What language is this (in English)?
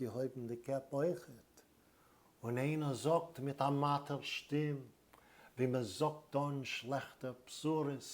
Yiddish